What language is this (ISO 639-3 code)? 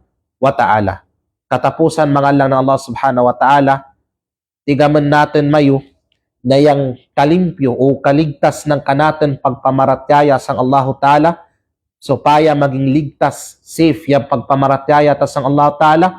kqe